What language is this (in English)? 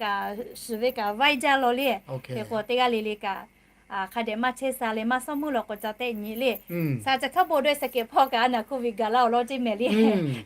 Lahu